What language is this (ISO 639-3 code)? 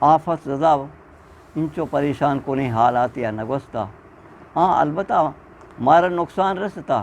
bgp